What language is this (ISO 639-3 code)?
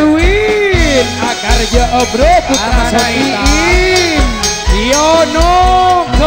mad